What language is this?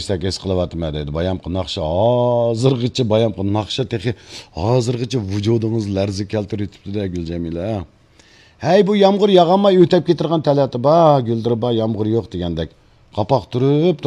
Uyghur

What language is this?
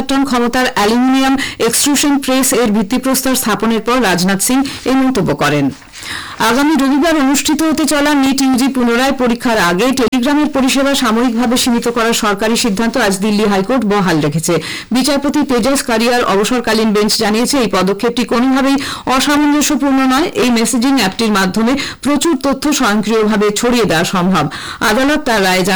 Bangla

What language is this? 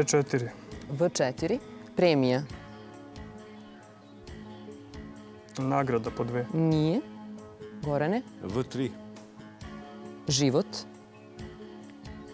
Serbian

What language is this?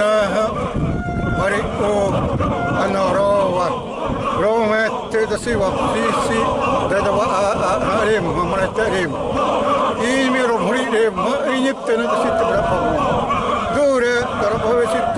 Xavánte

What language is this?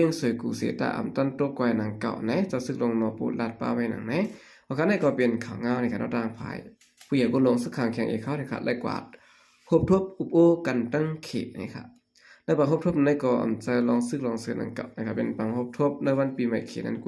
Shan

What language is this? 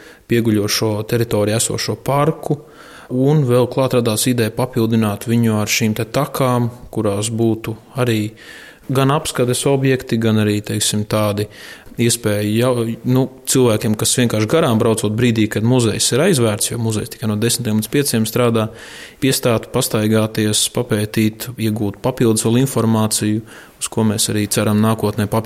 Latvian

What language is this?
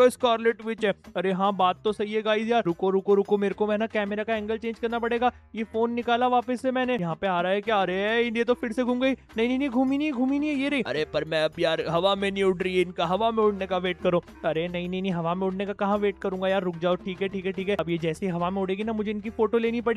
Hindi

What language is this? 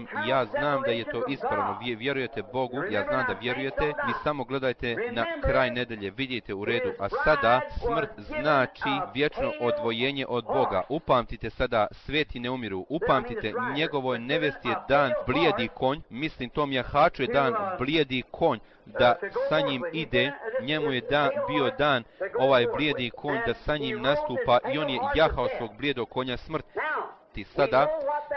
Bosnian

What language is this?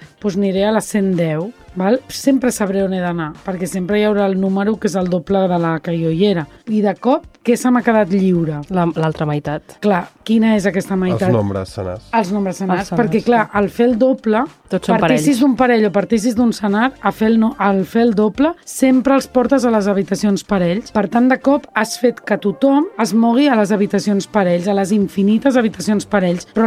Catalan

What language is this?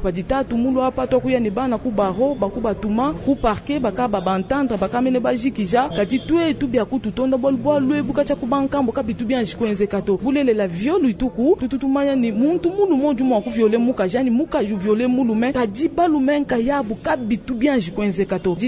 Luba-Lulua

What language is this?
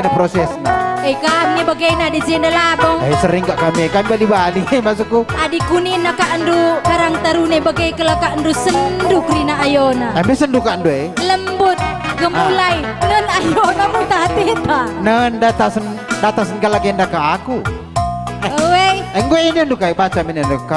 Batak Karo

